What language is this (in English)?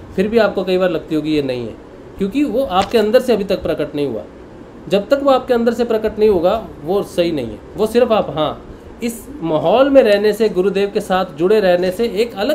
Hindi